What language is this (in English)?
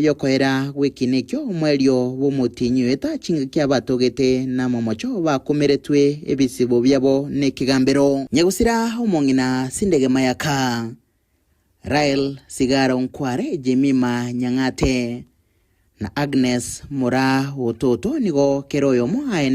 Gusii